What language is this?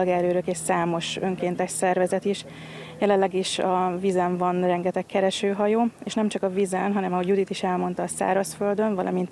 Hungarian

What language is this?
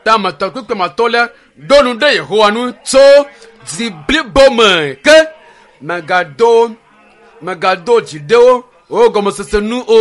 Ewe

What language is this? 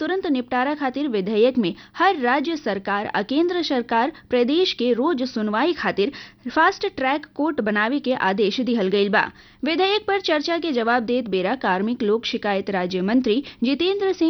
Bhojpuri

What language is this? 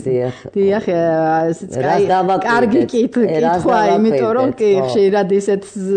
Georgian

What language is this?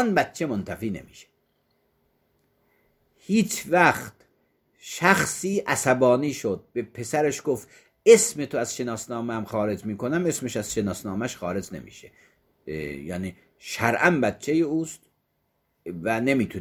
Persian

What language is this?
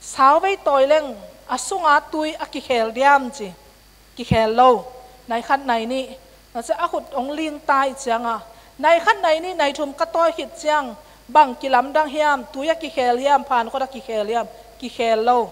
Tedim Chin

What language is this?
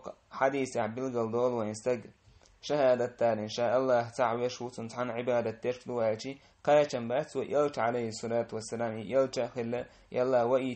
Chechen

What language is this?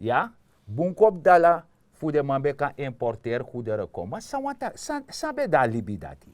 Sranan Tongo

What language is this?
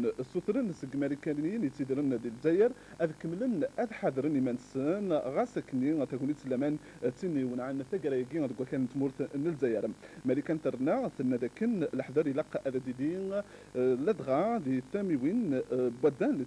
Kabyle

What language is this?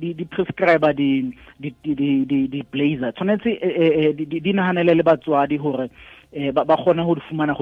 Southern Sotho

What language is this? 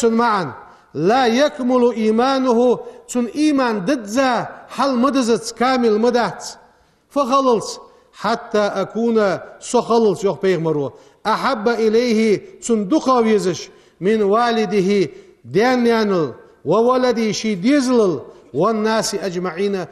Ingush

